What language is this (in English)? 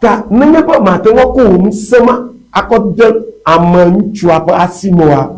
Ewe